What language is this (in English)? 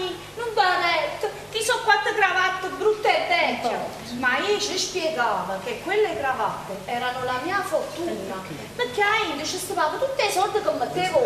Neapolitan